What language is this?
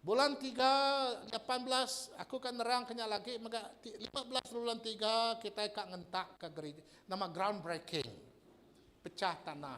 Iban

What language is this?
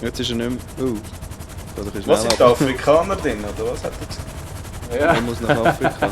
Swiss German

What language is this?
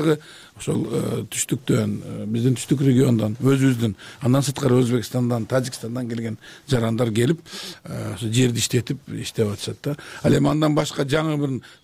Kyrgyz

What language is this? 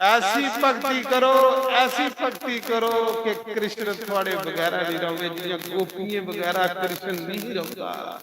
Dogri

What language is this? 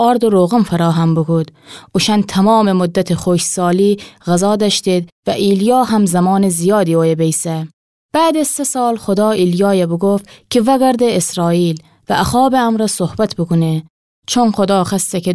Gilaki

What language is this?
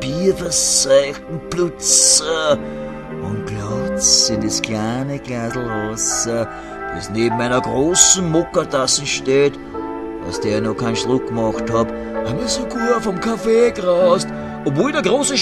Bavarian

